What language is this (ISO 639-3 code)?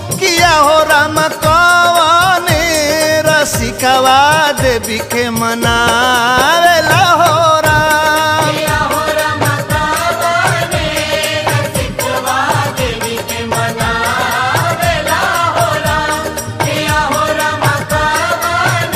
bho